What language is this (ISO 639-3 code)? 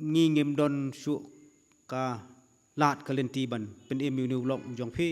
kha